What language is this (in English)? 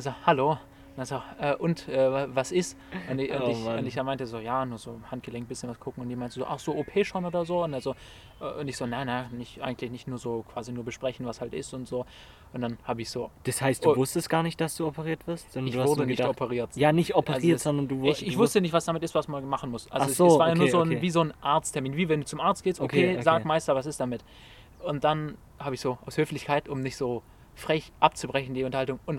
German